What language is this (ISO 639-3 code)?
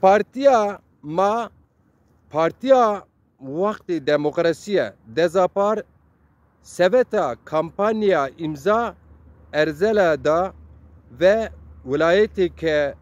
zza